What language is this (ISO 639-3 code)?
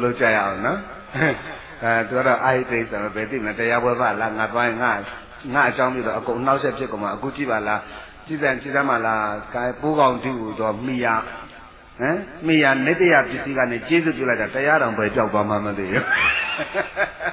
mya